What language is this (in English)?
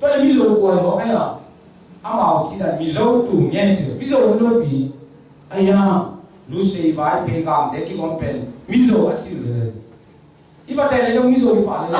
Tedim Chin